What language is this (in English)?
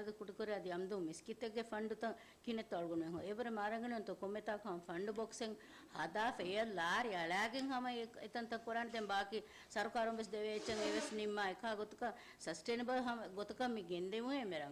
Divehi